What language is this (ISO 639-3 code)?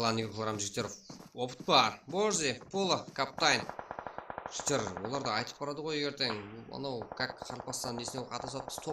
kaa